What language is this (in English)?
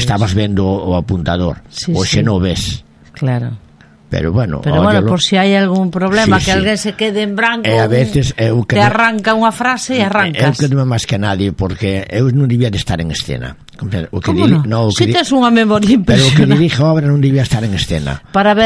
Galician